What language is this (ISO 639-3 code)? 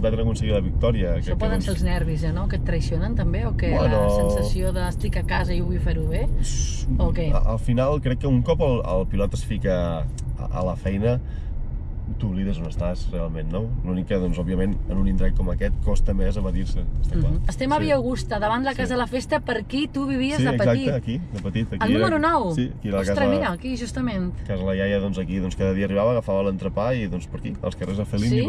cat